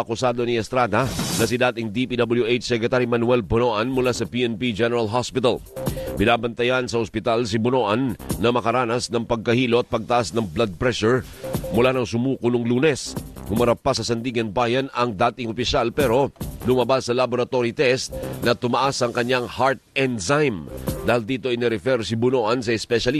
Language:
Filipino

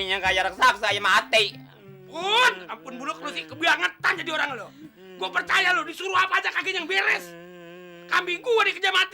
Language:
Betawi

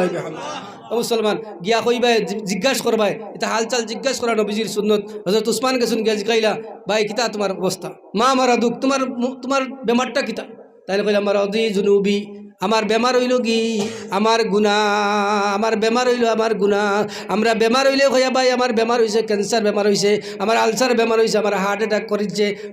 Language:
Sylheti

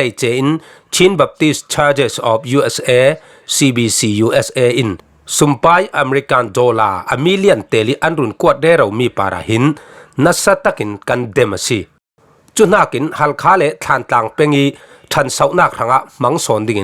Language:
Falam Chin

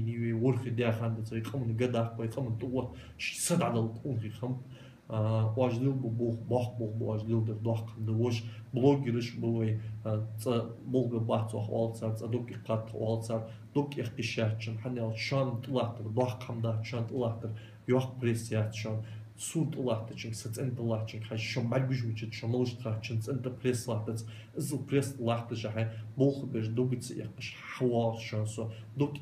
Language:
Ingush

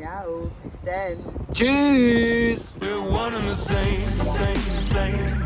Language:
Swiss German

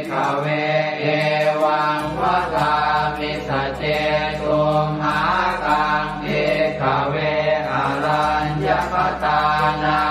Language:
Pali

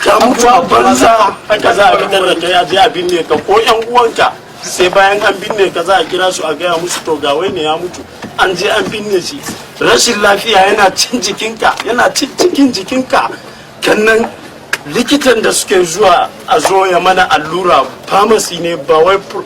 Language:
Hausa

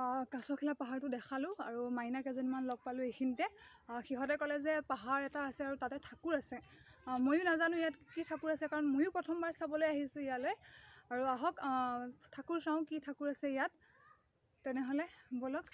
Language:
Assamese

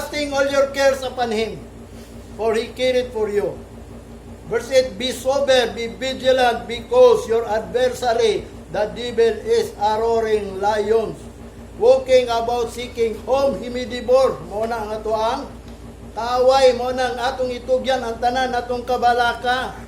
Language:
Cebuano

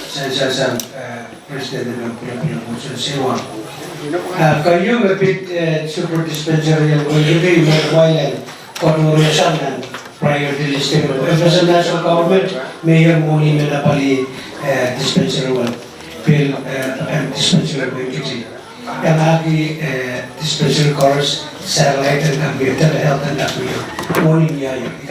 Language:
Pohnpeian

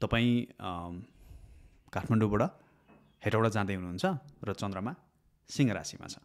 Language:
Nepali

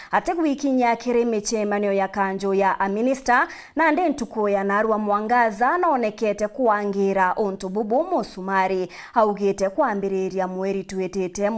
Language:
Meru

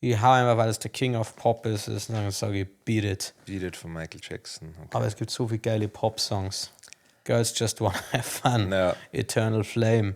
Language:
Bavarian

